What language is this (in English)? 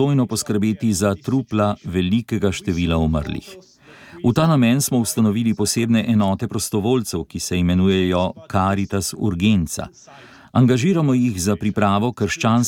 Slovenian